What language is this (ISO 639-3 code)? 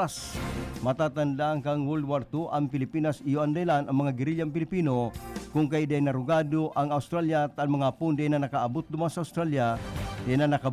bik